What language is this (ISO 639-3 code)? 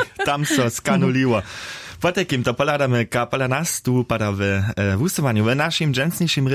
hsb